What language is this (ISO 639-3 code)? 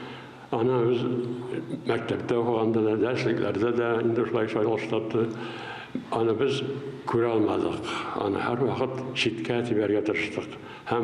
tat